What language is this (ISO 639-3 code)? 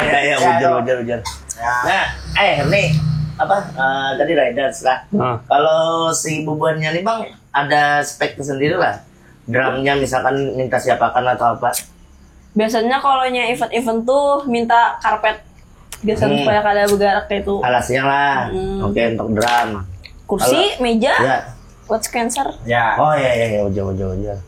bjn